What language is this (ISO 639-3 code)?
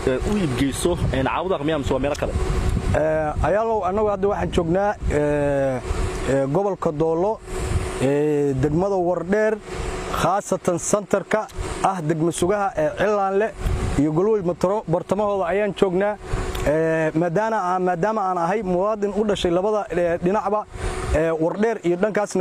som